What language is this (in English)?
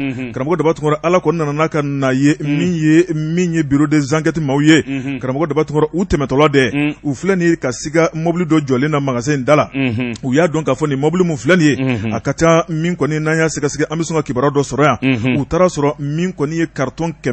Bambara